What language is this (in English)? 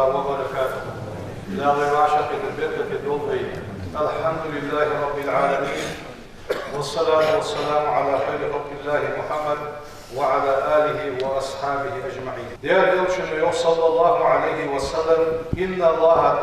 Ingush